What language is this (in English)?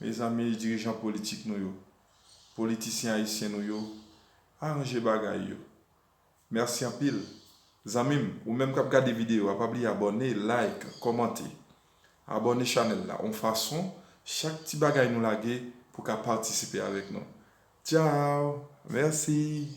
Haitian Creole